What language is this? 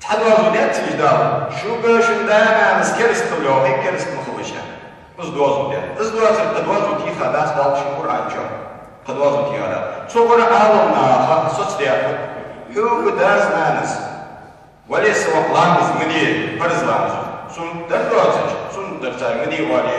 Ingush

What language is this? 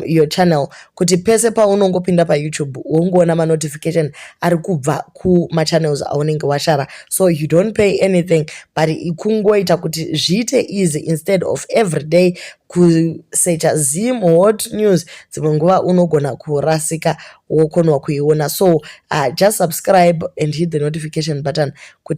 Shona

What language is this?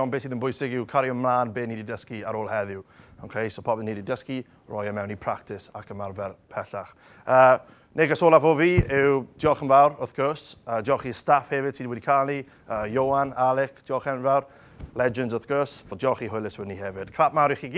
Welsh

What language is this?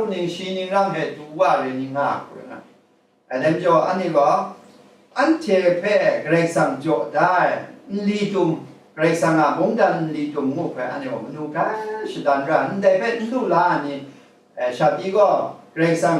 Kachin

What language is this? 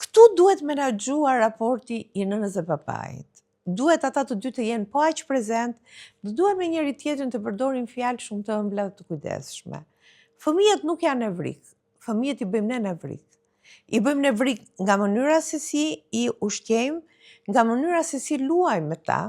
Albanian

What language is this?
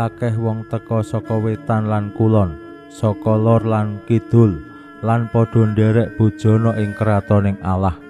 Javanese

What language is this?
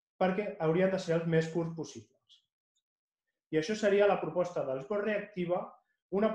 Catalan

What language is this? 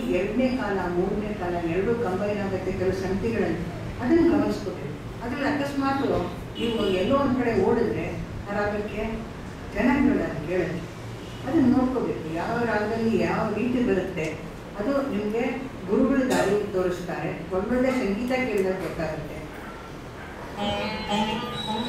Kannada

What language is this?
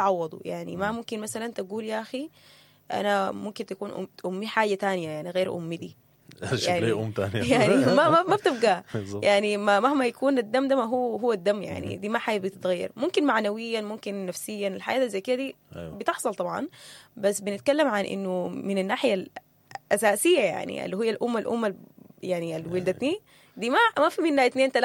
Sudanese Arabic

